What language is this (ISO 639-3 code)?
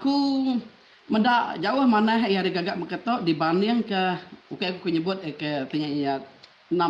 iba